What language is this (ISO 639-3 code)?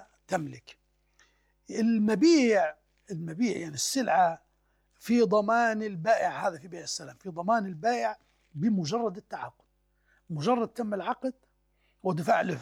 ara